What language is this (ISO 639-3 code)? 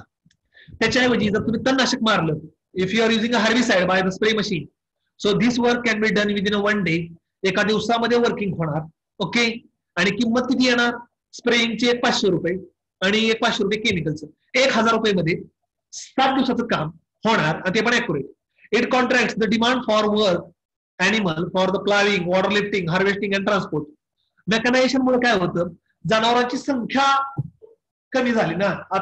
mar